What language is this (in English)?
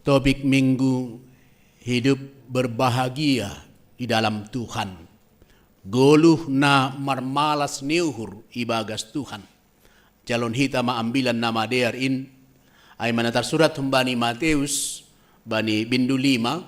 Batak Simalungun